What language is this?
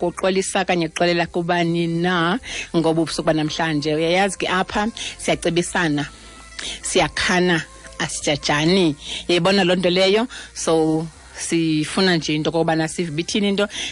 Xhosa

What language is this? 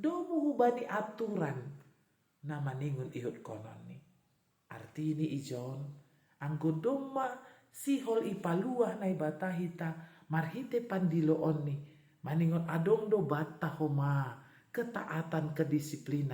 Batak Simalungun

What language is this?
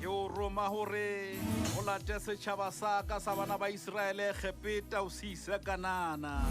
Southern Sotho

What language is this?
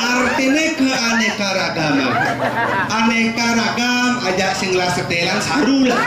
Balinese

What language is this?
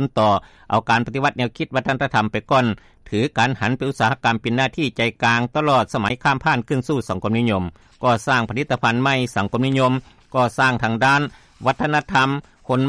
Lao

